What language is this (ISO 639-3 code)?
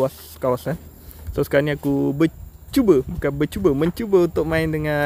msa